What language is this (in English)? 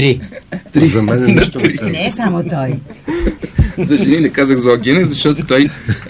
Bulgarian